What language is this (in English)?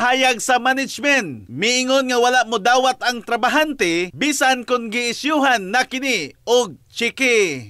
Cebuano